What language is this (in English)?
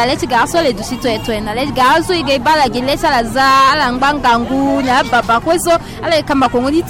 Sango